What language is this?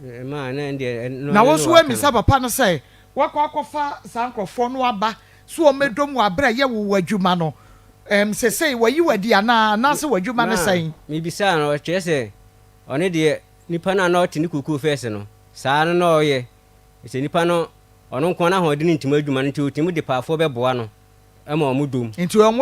Akan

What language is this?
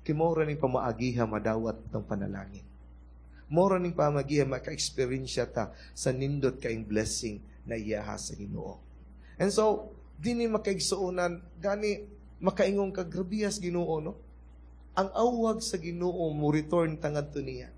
Cebuano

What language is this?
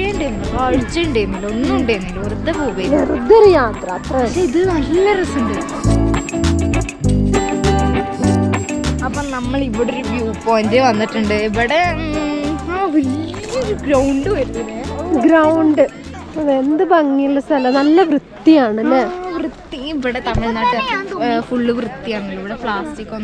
Malayalam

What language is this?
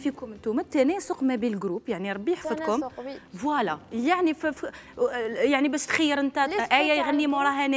Algerian Arabic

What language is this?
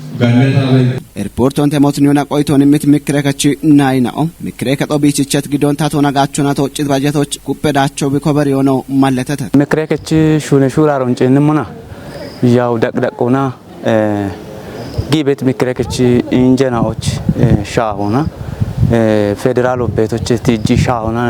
Kafa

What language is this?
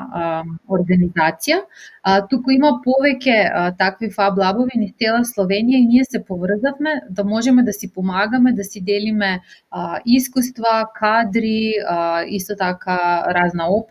Macedonian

